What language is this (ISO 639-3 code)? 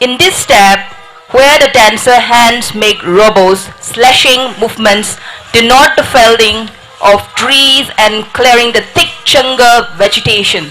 nmf